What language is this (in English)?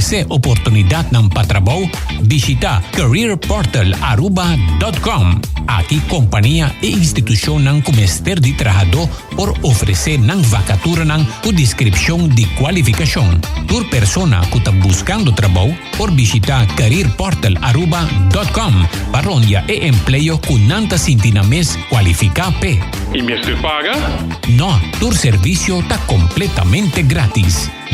Papiamento